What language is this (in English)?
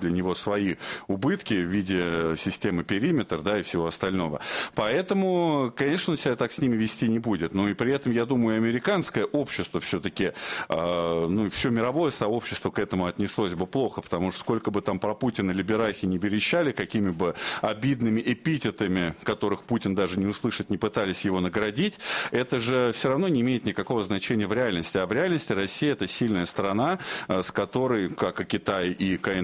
Russian